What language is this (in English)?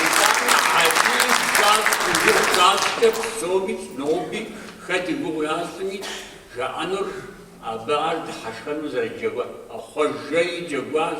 Kabardian